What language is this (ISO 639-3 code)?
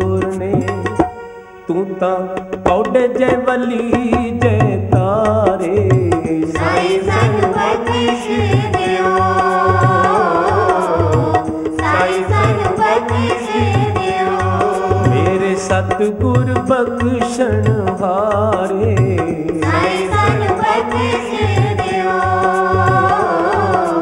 pan